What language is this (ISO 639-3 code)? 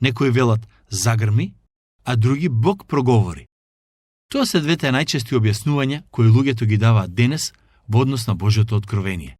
mkd